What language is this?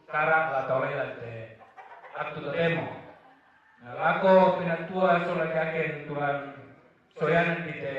Toraja-Sa'dan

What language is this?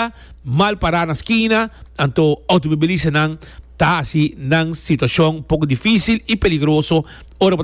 Papiamento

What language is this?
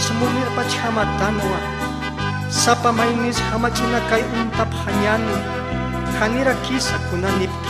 Aymara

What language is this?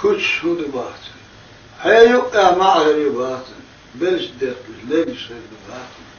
Chechen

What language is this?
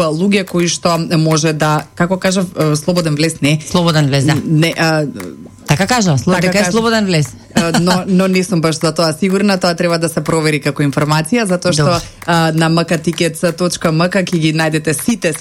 Macedonian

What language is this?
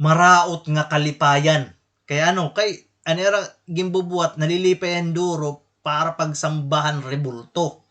Waray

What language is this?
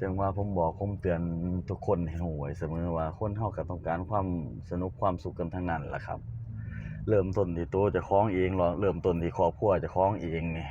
Lao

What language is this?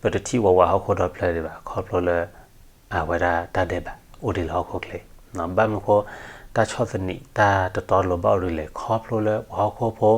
S'gaw Karen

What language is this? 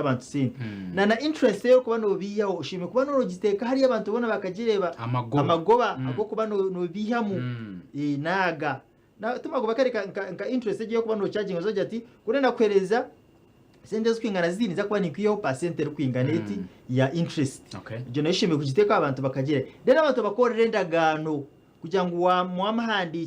Nyankole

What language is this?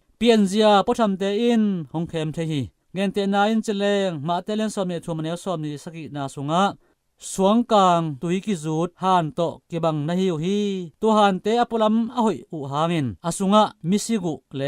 Tedim Chin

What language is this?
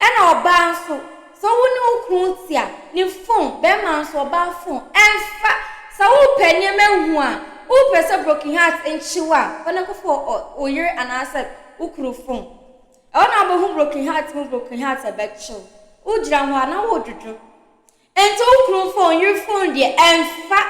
Akan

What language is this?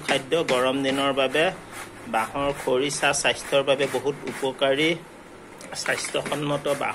Assamese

